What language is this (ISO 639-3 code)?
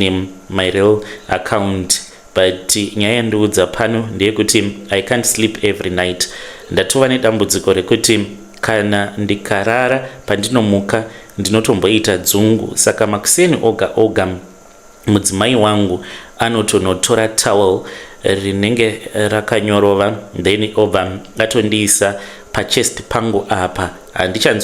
sna